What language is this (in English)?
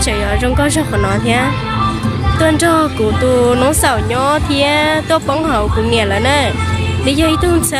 Hmong